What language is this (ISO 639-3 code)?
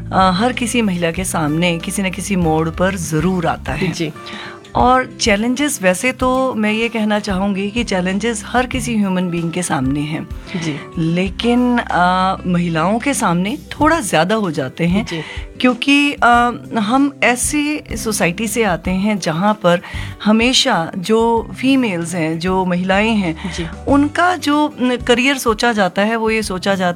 hin